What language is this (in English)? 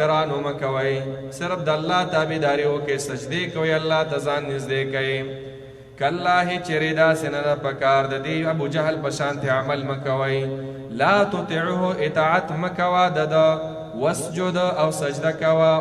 Pashto